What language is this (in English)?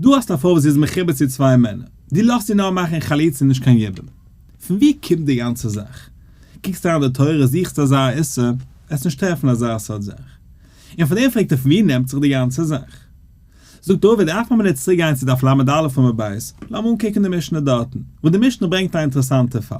Yiddish